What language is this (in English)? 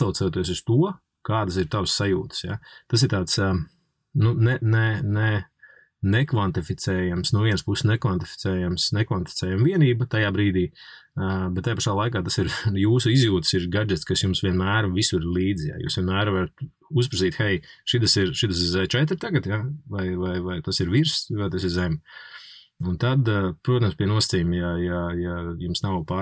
Latvian